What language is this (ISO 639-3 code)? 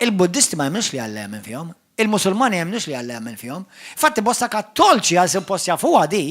mlt